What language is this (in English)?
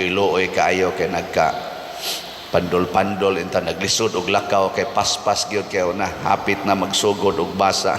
Cebuano